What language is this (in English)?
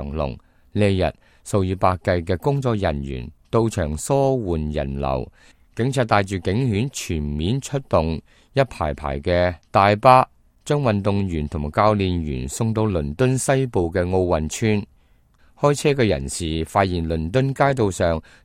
Cantonese